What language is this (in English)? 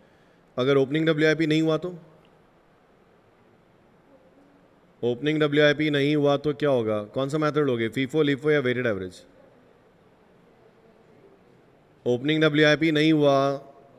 Hindi